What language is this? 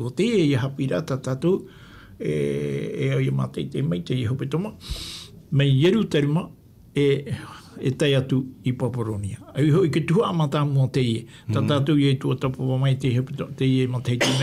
Tahitian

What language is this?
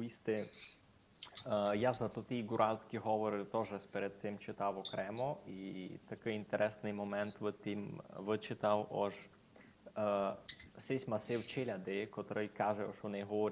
Rusyn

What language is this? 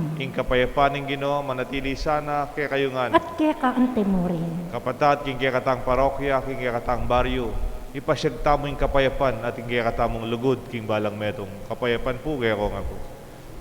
Pampanga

